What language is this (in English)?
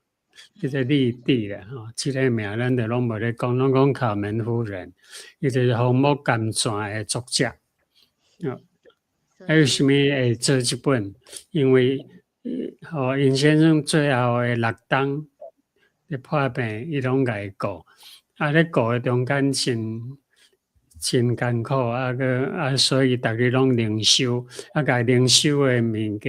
Min Nan Chinese